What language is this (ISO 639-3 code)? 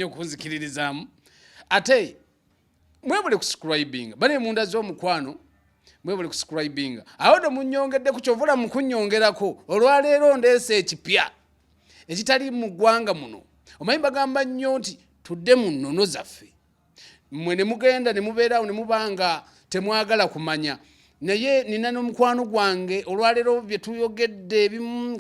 lug